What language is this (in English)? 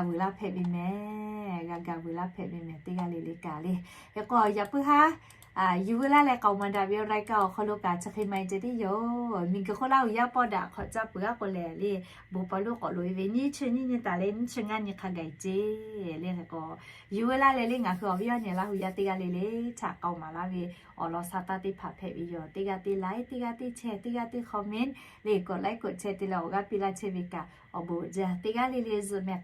Lahu